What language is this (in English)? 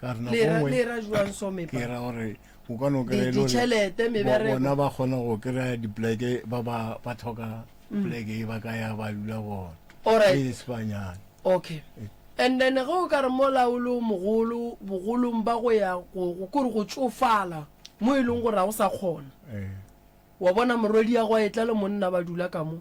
Northern Sotho